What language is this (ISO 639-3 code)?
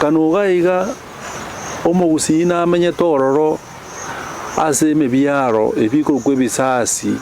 guz